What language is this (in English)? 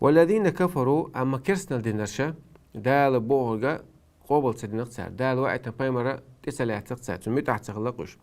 Chechen